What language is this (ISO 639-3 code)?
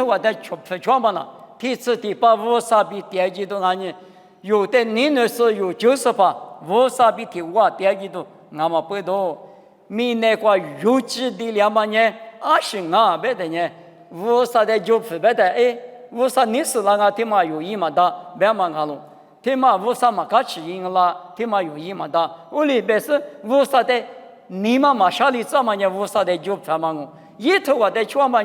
lis